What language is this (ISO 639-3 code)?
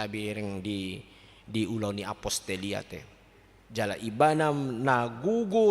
bbc